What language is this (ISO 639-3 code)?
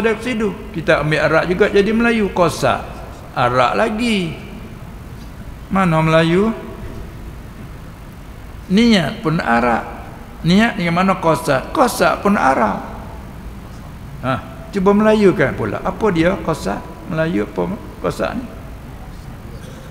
msa